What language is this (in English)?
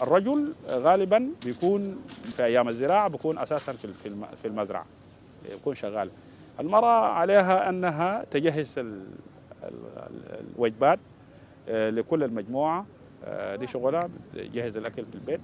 Dinka